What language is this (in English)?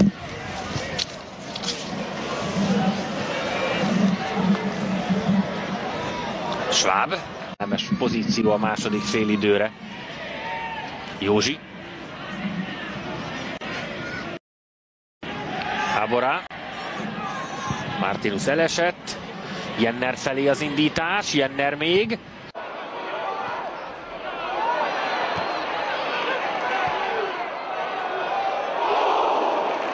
Hungarian